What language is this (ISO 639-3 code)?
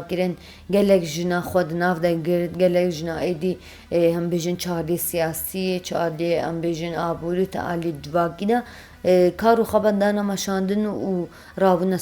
kur